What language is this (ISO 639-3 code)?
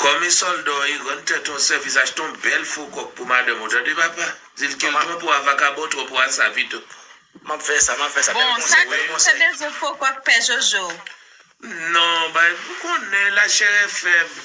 hat